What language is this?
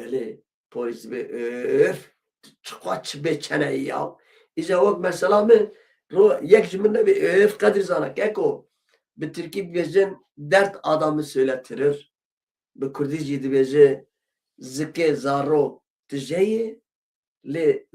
Kurdish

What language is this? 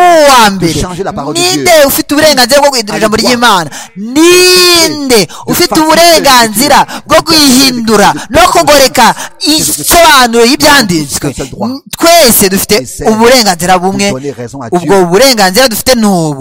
Kinyarwanda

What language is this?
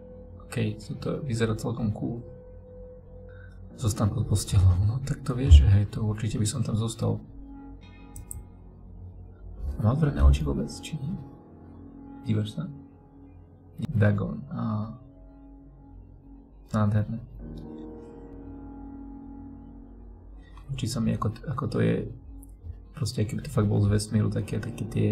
Slovak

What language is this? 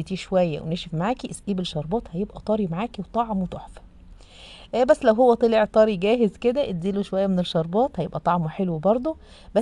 Egyptian Arabic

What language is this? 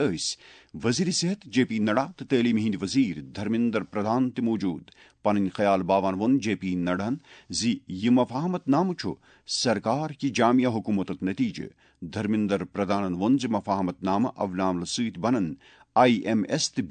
Kashmiri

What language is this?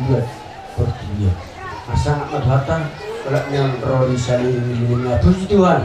Batak Toba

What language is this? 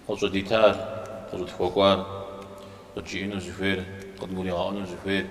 Kabardian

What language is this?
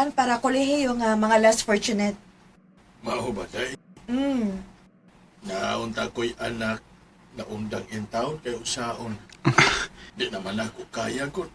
Cebuano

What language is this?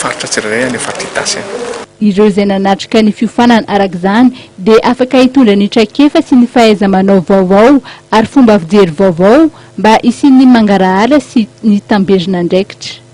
Malagasy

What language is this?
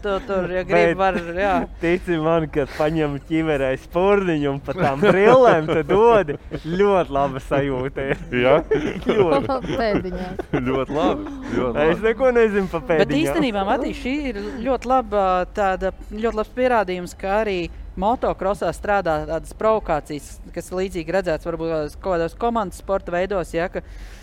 Latvian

